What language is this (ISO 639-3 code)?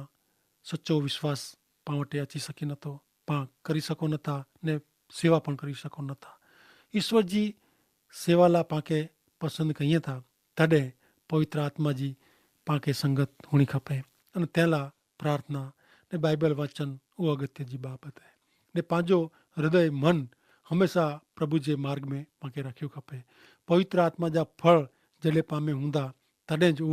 kfr